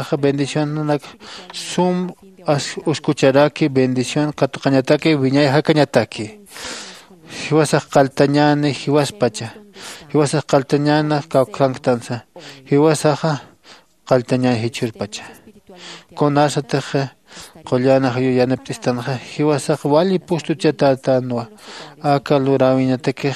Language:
Aymara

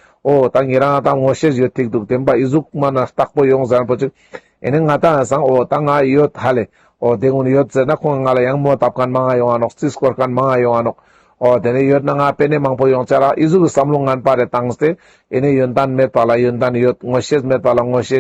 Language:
Ladakhi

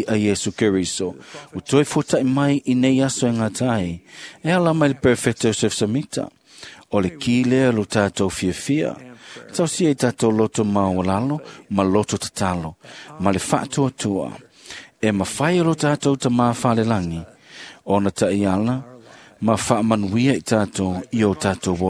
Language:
Samoan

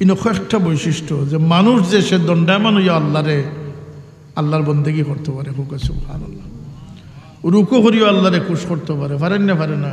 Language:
Sylheti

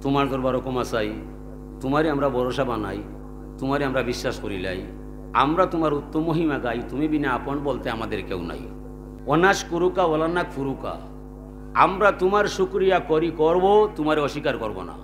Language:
Sylheti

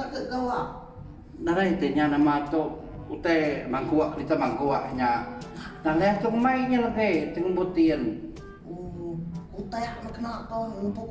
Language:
Iban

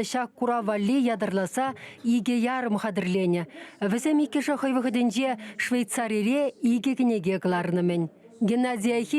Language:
Chuvash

